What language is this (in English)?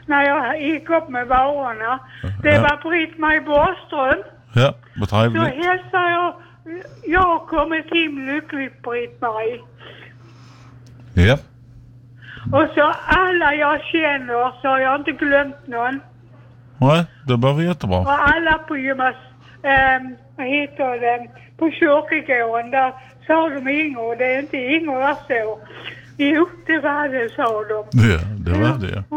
Swedish